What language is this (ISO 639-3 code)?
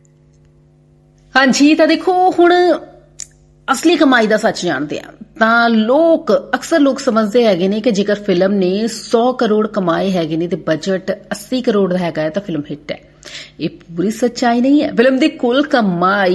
pan